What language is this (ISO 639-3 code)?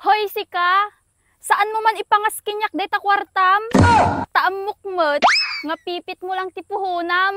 ilo